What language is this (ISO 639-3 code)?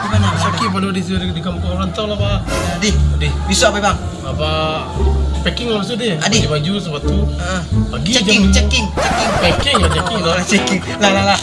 min